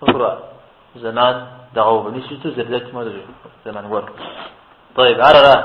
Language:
Kabardian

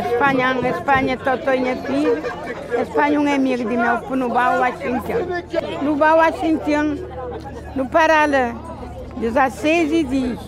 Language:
Kabuverdianu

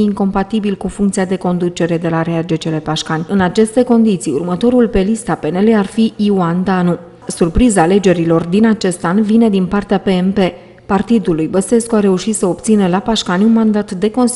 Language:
Romanian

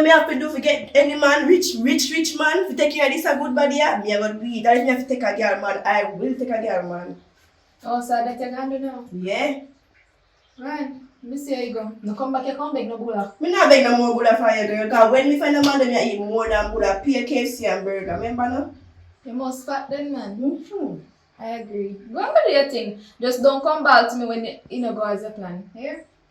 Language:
Jamaican Creole English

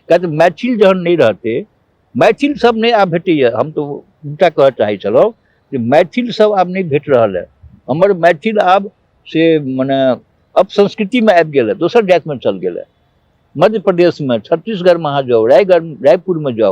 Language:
Maithili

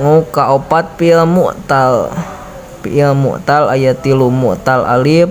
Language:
Sundanese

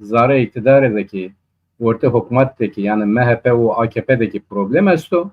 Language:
Zaza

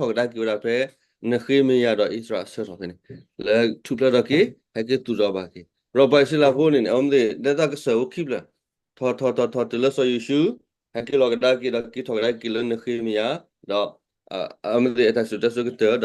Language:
S'gaw Karen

